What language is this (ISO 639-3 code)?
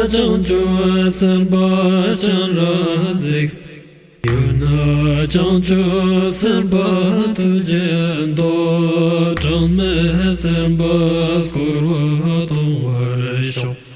bod